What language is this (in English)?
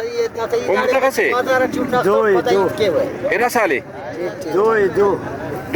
Brahui